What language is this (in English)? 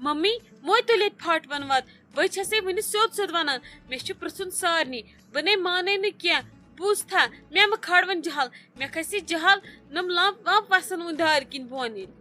Kashmiri